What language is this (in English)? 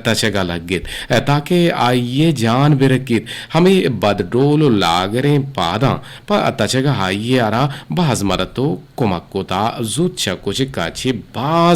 Eastern Balochi